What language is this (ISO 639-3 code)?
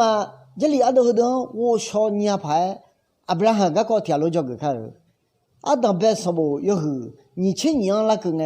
ahk